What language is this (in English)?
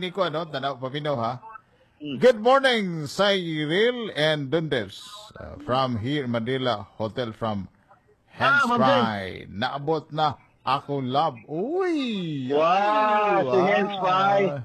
Cebuano